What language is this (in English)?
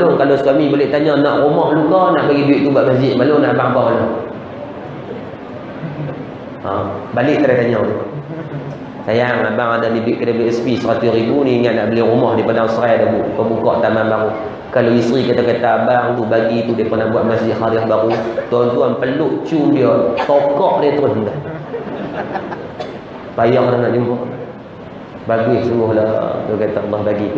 Malay